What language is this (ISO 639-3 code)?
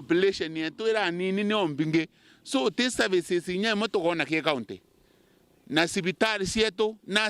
mer